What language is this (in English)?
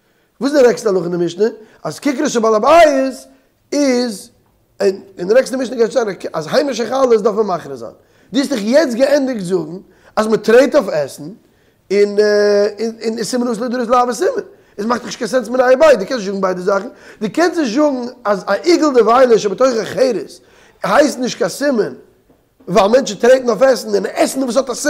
Yiddish